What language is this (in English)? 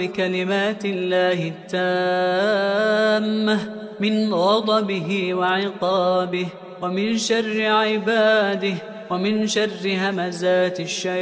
Arabic